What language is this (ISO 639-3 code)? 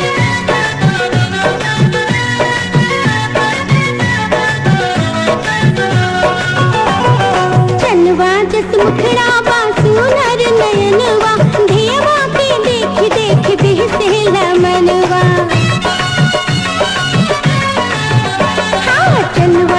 bho